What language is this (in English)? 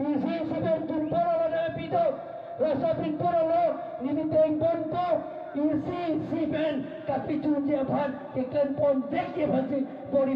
Karbi